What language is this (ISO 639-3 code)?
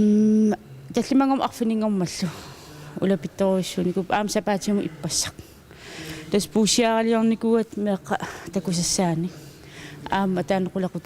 kal